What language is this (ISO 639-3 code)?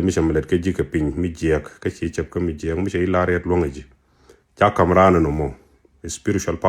nus